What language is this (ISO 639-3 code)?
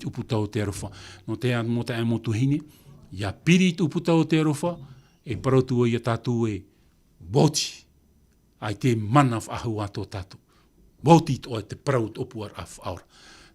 tah